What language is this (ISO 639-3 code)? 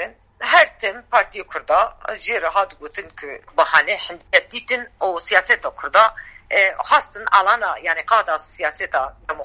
kur